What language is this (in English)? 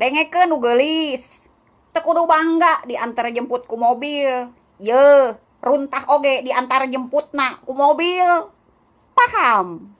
Sundanese